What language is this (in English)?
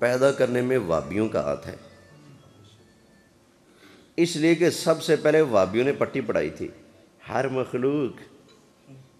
Urdu